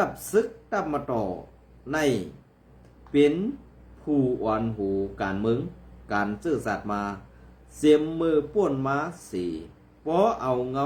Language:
Shan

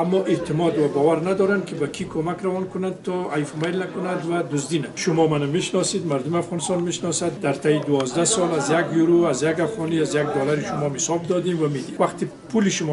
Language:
Persian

